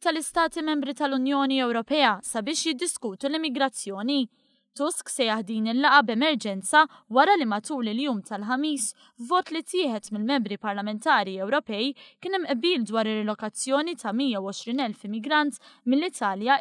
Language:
Maltese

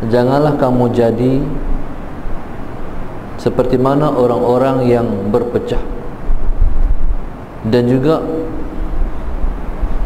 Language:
Malay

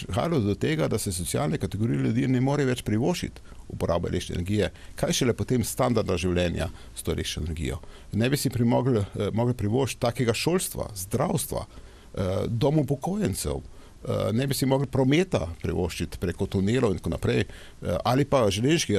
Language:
Slovenian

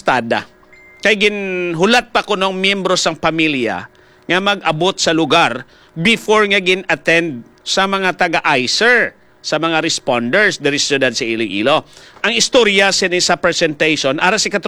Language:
Hiligaynon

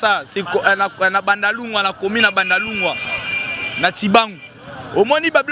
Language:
Lingala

